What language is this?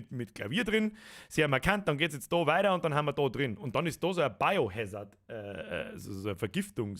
Bavarian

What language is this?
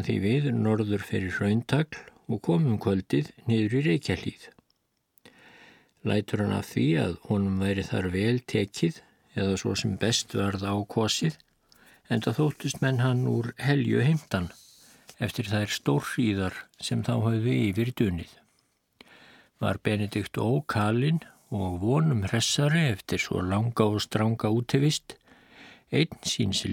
Icelandic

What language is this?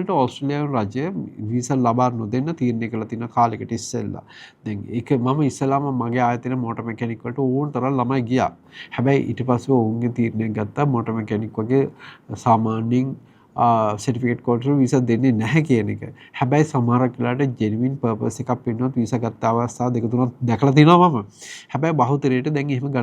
Sinhala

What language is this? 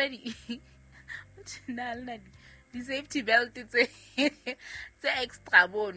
Southern Sotho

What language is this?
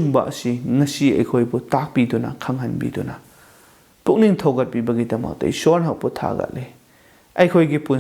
Manipuri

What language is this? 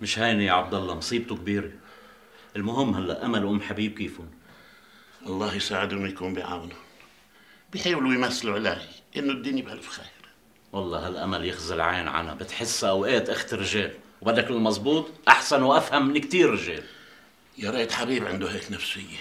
North Levantine Arabic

